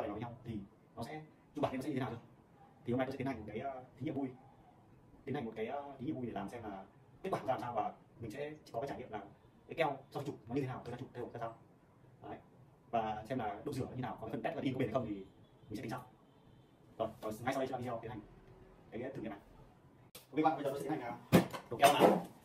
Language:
Vietnamese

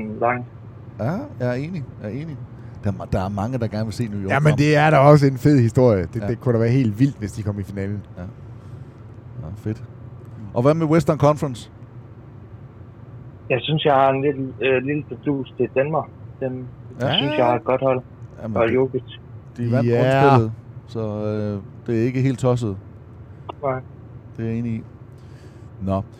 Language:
Danish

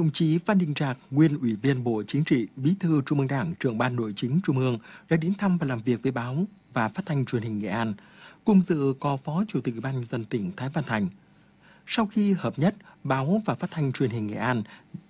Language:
Vietnamese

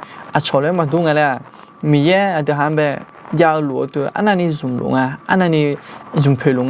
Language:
Akha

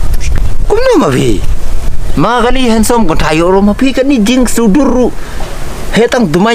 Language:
Khasi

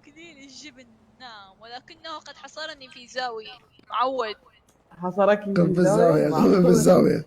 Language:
Mesopotamian Arabic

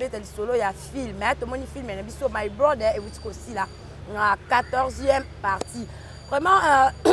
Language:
Lingala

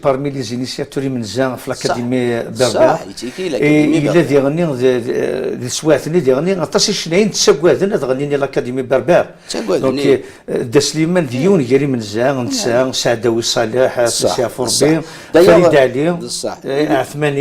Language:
Kabyle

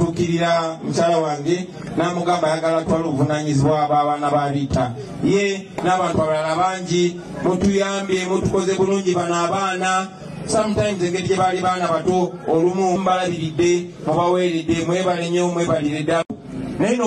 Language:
Ganda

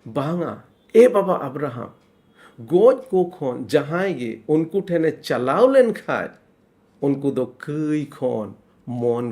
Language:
Santali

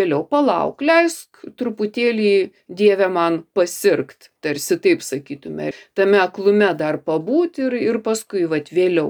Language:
Lithuanian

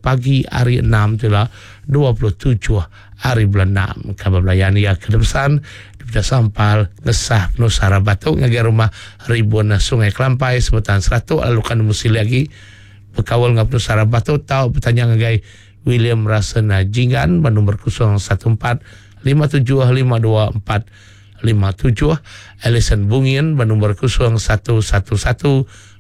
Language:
Iban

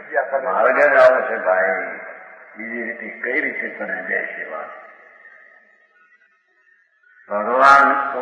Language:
Gujarati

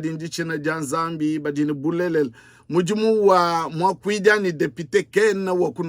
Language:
Luba-Lulua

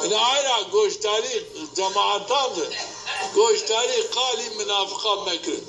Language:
Zaza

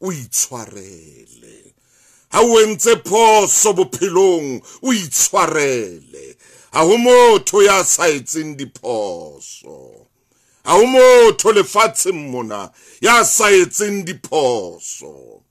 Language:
Southern Sotho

